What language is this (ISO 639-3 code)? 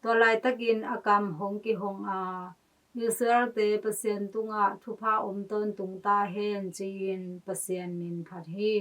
ctd